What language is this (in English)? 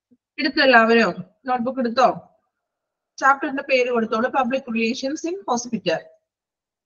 Malayalam